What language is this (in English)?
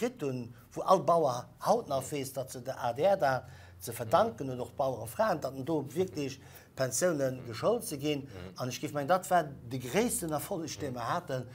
Luxembourgish